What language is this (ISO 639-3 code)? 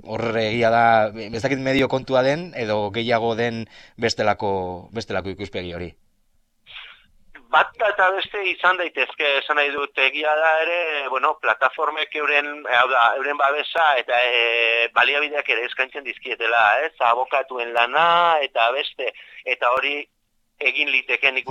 eus